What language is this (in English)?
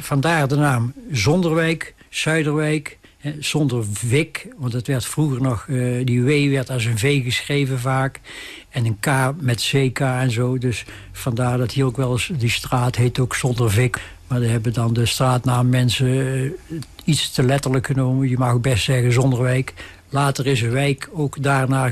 Dutch